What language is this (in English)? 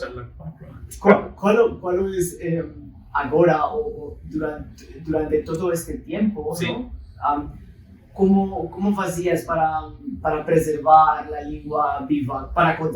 Ladino